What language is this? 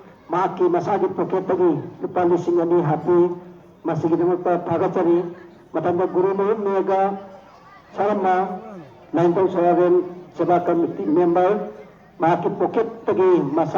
Manipuri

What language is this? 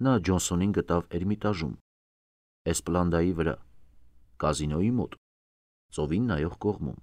Armenian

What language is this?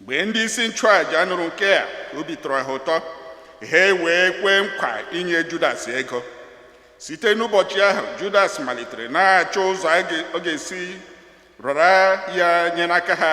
Igbo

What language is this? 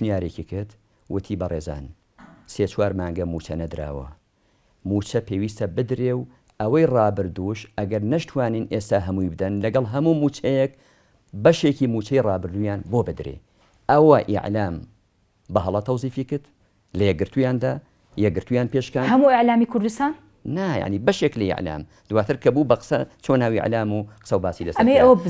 Central Kurdish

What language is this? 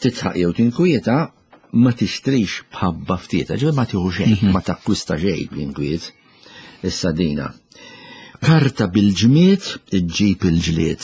Maltese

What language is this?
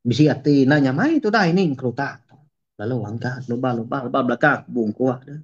Iban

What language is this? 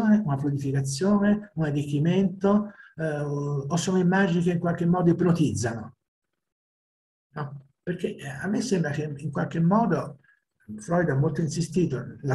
Italian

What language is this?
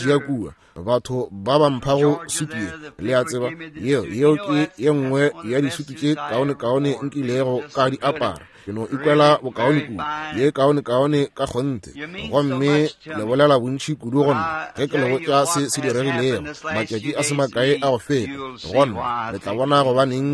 Northern Sotho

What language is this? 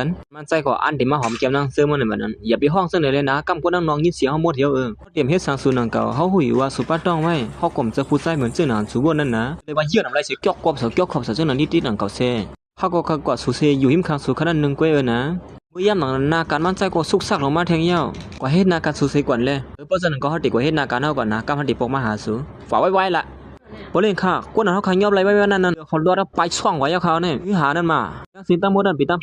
Shan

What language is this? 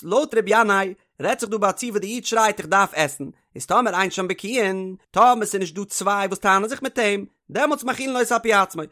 Yiddish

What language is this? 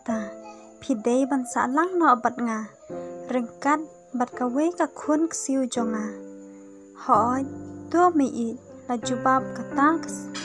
Khasi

